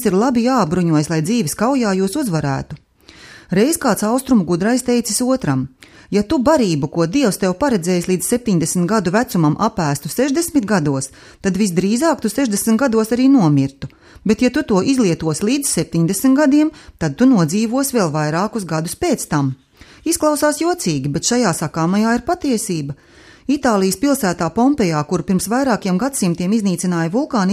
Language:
Latvian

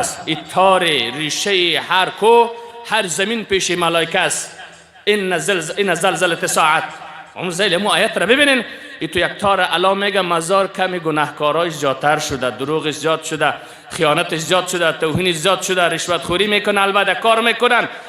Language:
Persian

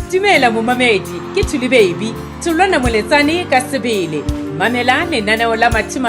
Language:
Southern Sotho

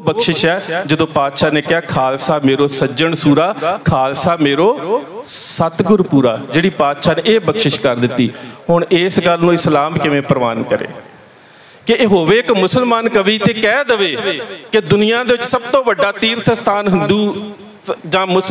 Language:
Punjabi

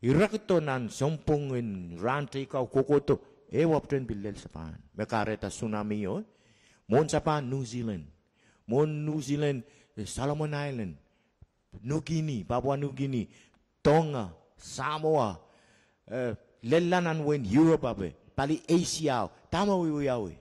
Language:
Pohnpeian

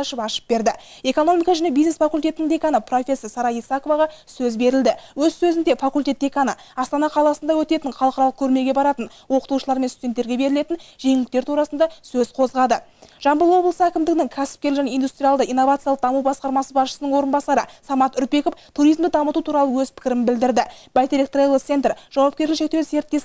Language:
Kazakh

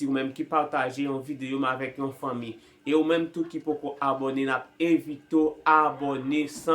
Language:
Haitian Creole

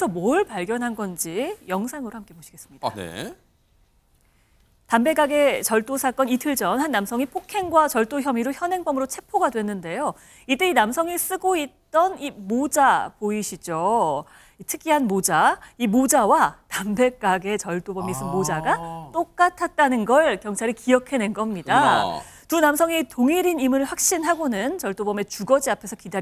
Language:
Korean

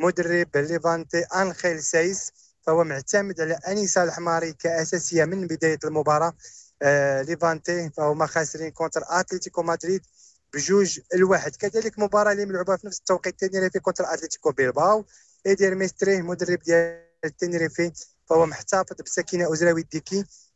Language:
Moroccan Arabic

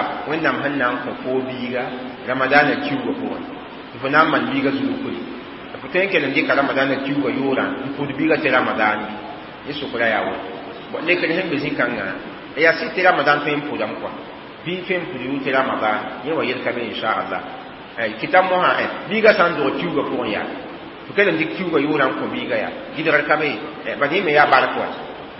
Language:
Mossi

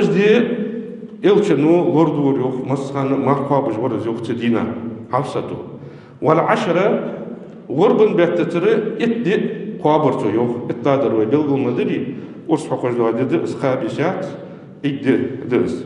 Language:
Ingush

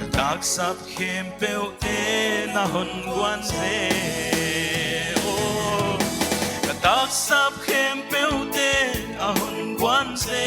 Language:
Paite Chin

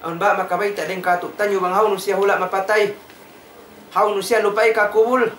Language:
Tausug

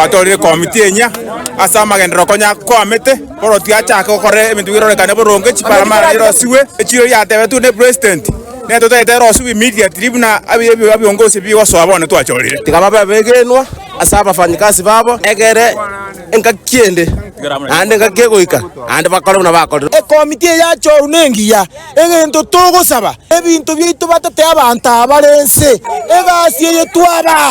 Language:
Gusii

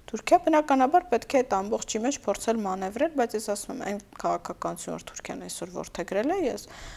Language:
Armenian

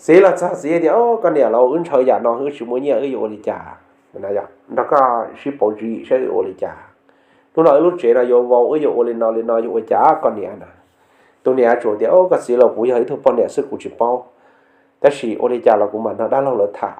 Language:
Hmong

